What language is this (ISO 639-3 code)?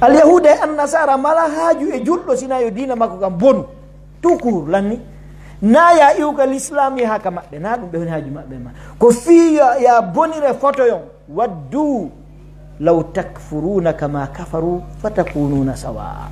fuf